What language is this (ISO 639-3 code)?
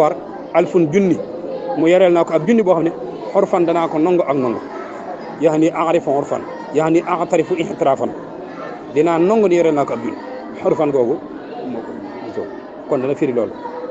wol